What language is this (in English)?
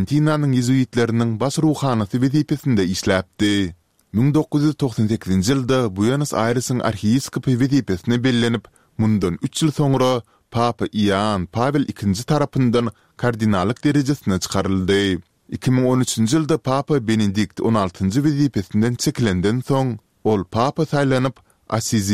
Turkmen